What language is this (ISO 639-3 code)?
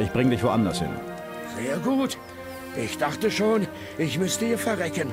bar